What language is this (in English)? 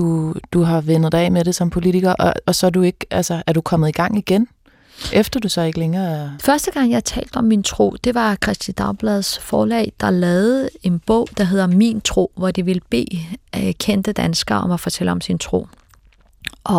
Danish